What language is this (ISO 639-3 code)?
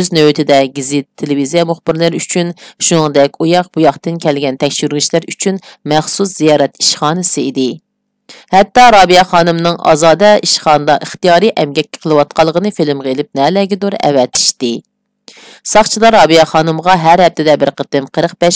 uig